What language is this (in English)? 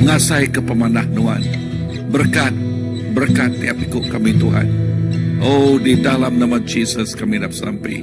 Iban